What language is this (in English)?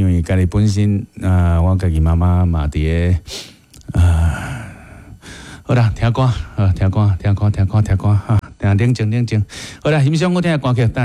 Min Nan Chinese